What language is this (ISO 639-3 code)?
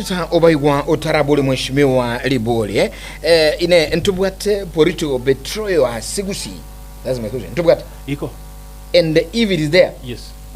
guz